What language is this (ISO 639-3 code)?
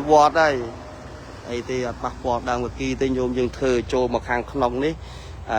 khm